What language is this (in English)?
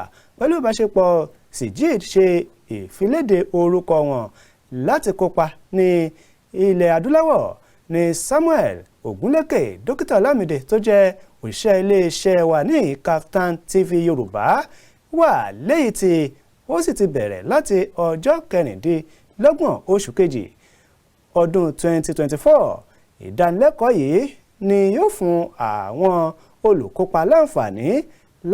Yoruba